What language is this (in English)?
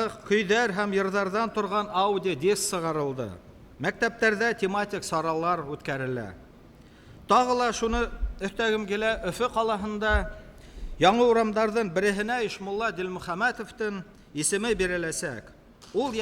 Bashkir